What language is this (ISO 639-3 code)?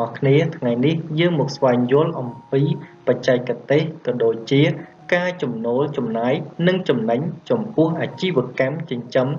khm